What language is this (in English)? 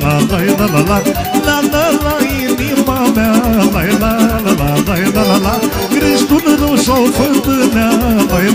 Romanian